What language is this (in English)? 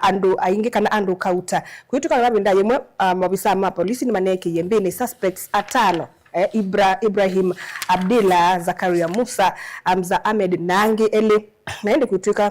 Kamba